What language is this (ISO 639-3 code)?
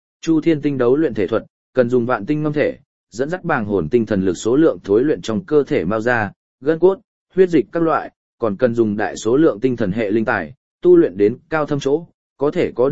vie